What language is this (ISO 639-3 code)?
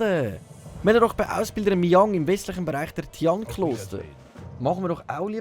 gsw